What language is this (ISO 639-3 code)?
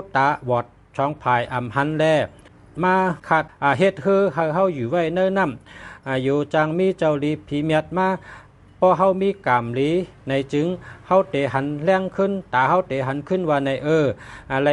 shn